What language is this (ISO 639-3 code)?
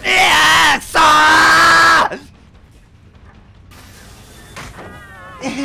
jpn